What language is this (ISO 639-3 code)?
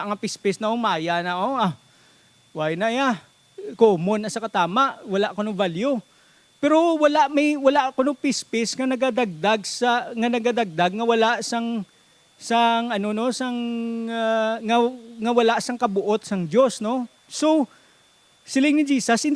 hil